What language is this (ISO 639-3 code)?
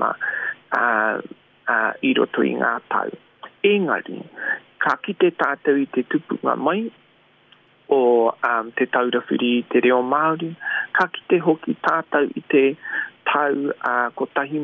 mri